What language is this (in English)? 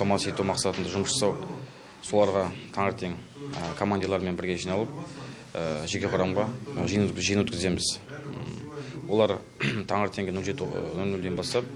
Kazakh